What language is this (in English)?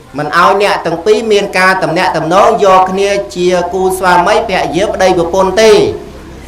Khmer